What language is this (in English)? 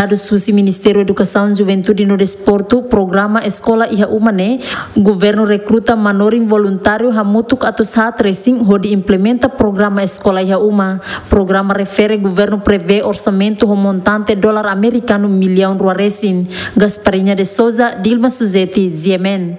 Tetum